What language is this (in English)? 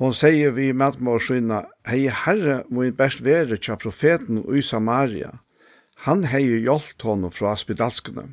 Faroese